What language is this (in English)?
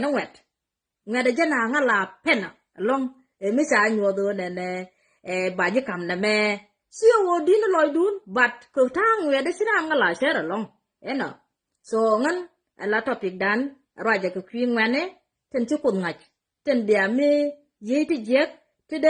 Nuer